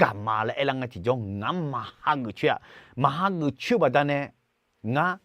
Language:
Akha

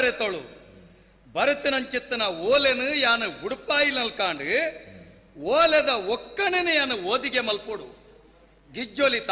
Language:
Tulu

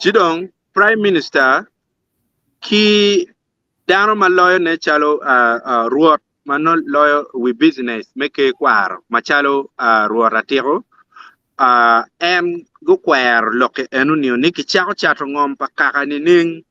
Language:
Acoli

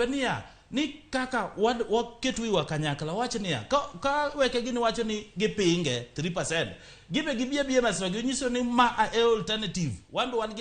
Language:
Luo (Kenya and Tanzania)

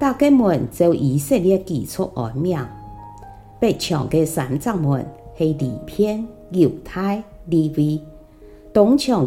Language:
Hakka Chinese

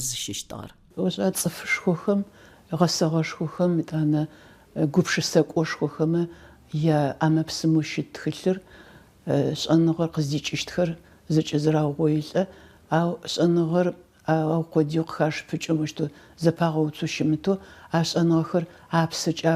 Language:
Adyghe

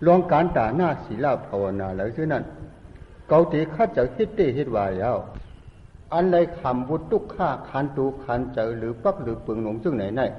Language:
Shan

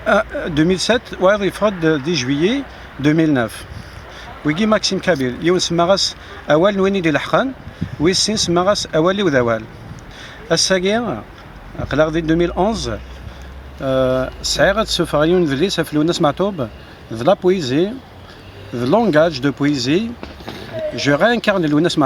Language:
Kabyle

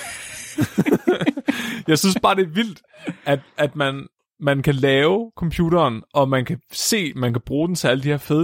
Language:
Danish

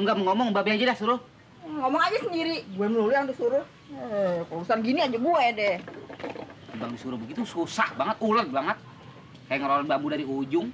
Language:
Betawi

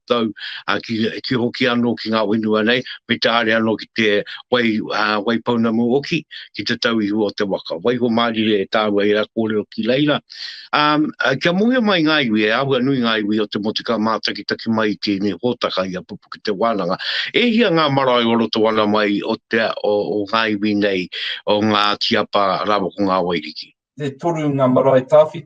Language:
Māori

